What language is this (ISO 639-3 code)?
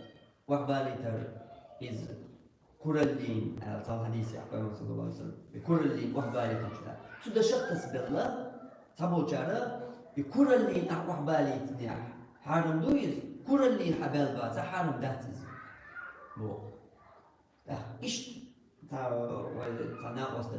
che